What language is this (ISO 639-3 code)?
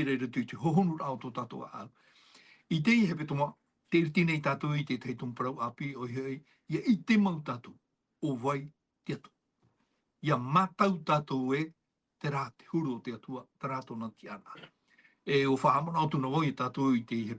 tah